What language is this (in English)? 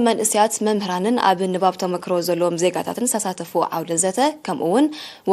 Tigrinya